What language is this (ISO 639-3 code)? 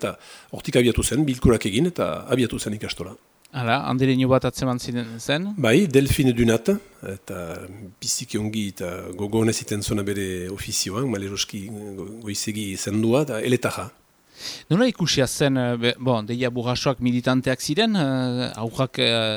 eus